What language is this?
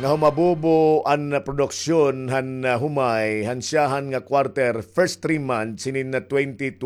Waray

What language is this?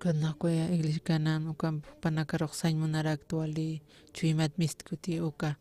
Aymara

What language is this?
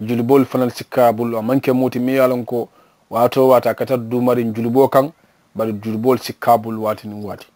Mandingo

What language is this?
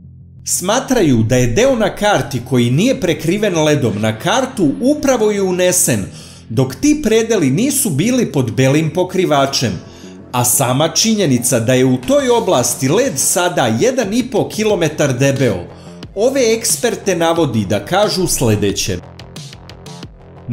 Serbian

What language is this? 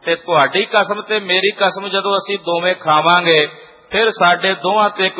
Punjabi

